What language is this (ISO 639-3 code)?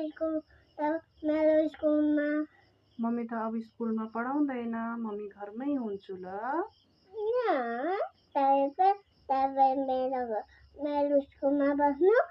nep